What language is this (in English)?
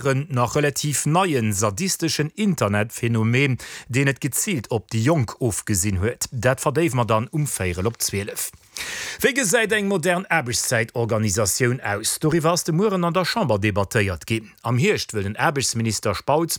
Luxembourgish